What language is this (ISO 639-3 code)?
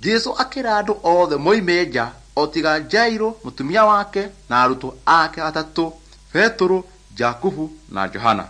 kik